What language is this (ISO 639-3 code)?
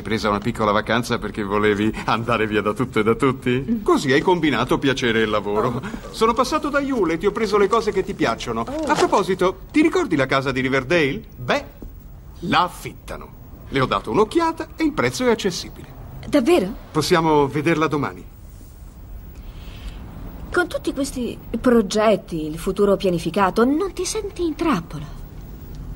ita